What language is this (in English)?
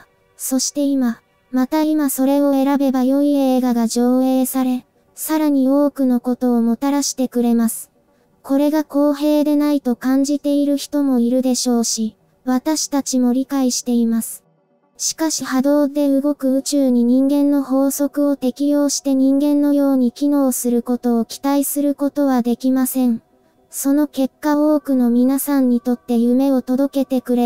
Japanese